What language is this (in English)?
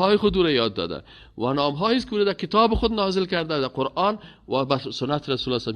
Persian